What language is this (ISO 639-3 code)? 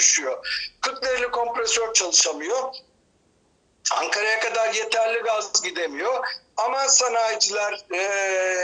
tur